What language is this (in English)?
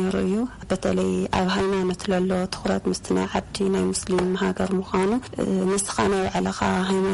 Tigrinya